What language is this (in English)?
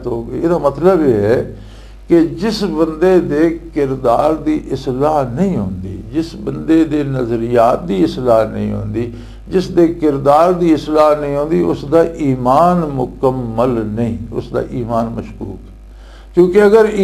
Western Panjabi